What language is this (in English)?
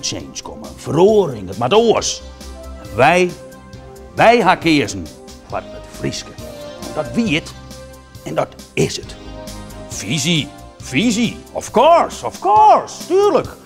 Western Frisian